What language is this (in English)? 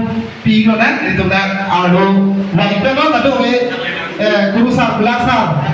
Karbi